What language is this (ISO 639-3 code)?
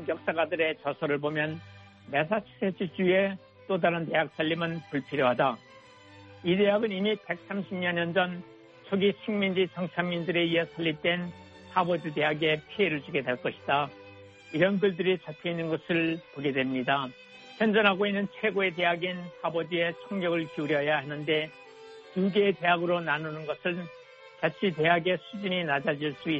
kor